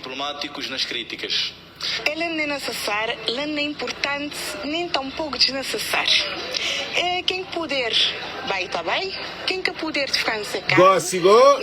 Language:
Kabuverdianu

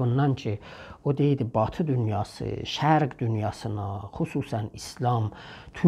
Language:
South Azerbaijani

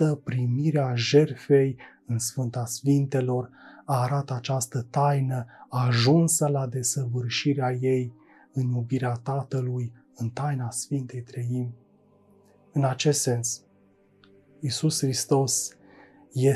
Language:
Romanian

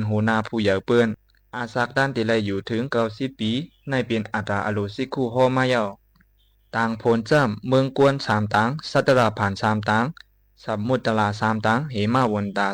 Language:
Shan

